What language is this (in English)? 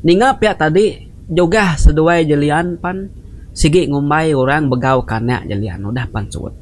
Iban